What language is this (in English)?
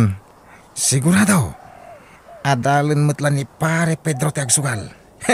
Iloko